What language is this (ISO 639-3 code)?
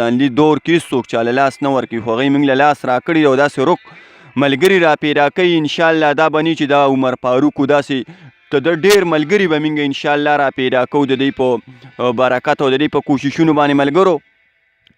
pus